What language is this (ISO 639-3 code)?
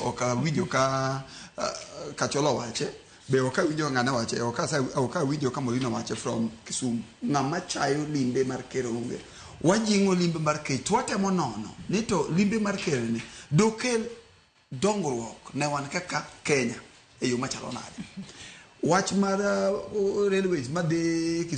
luo